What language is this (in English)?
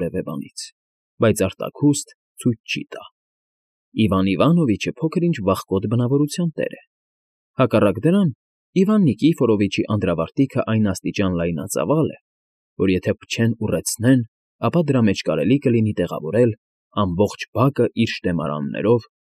Armenian